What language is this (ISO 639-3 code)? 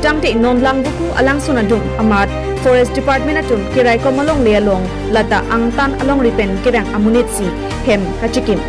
mjw